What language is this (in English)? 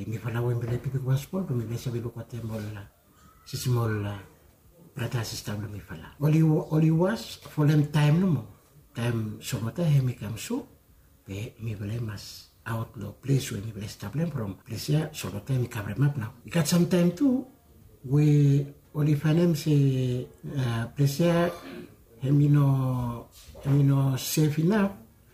Bislama